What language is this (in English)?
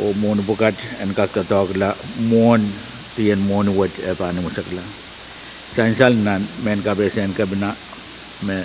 Pohnpeian